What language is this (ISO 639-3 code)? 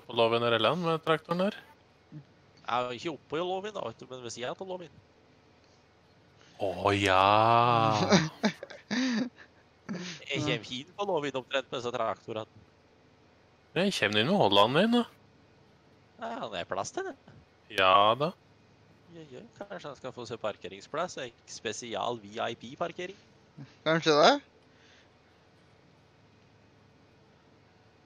nor